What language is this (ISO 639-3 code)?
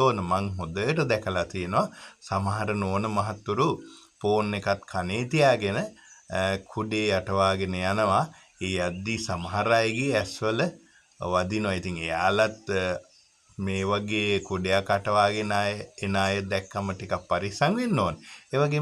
sin